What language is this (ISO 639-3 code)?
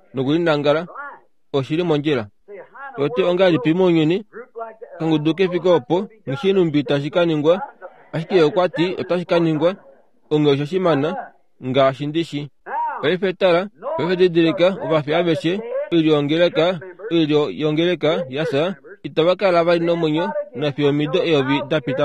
kua